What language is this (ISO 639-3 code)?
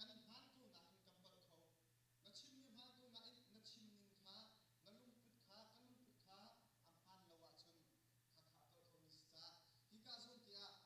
cnh